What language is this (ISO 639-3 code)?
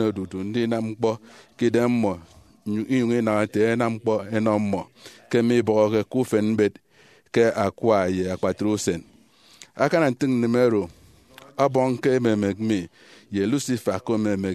efi